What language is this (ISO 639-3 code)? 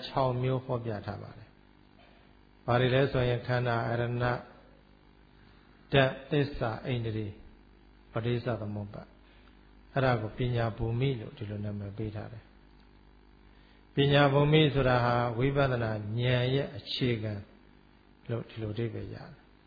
mya